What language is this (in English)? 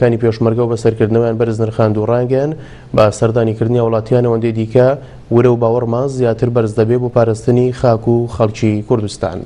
Central Kurdish